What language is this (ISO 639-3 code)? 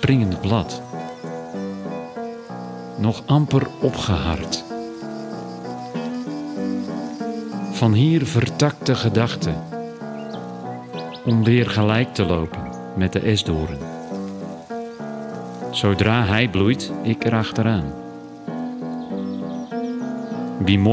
nld